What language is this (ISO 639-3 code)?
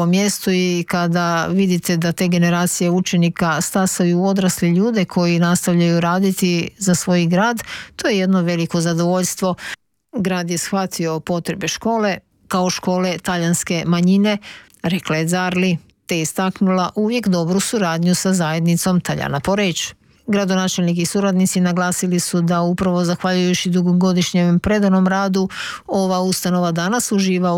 hrv